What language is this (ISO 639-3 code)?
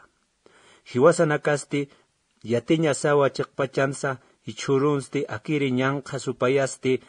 aym